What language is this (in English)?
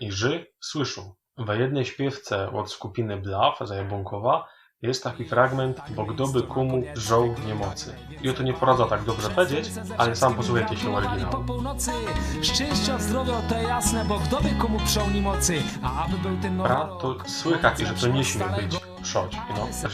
Silesian